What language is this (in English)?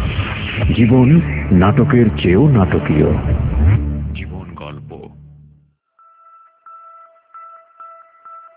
Bangla